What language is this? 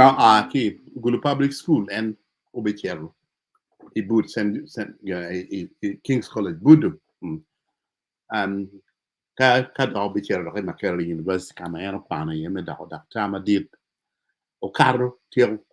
Acoli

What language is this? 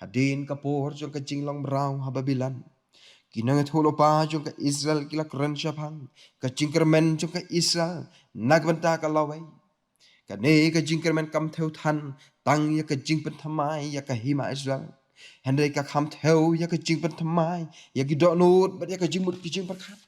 Khasi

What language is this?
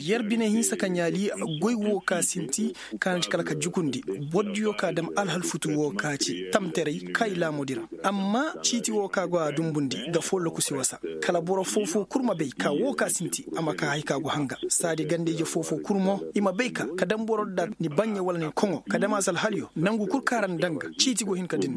Koyraboro Senni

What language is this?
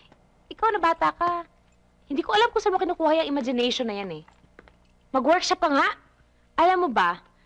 Filipino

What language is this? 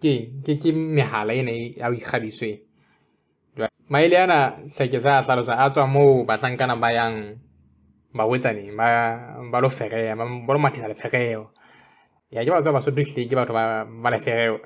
Southern Sotho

